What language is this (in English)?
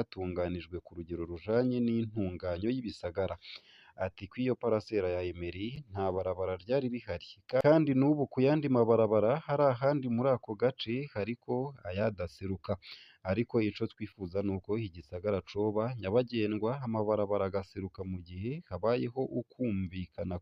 Rundi